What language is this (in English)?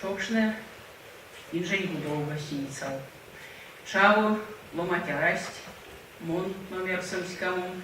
Erzya